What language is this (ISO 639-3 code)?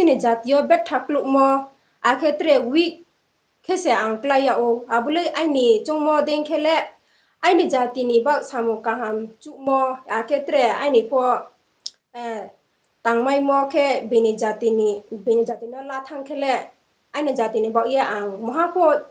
ria